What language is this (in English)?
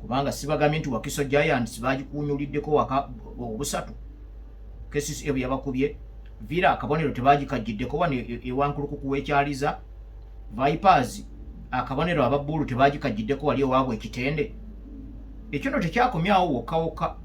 Ganda